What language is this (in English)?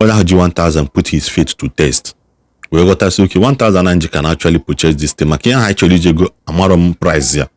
Igbo